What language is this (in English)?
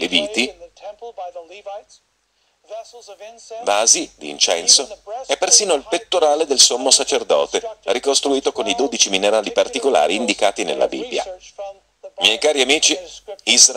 Italian